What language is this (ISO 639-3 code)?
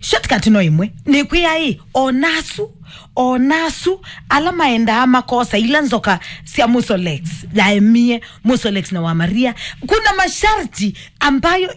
kam